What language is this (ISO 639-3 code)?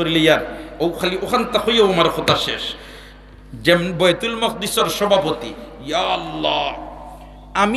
syl